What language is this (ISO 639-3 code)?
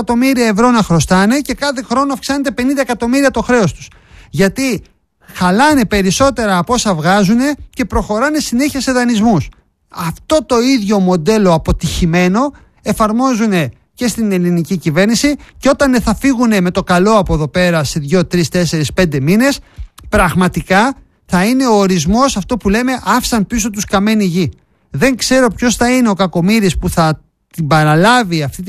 ell